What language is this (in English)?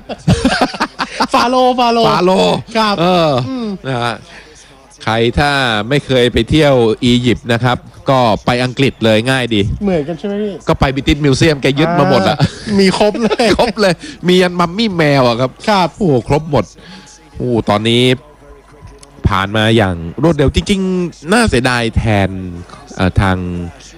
Thai